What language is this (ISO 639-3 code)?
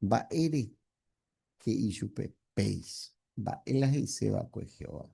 grn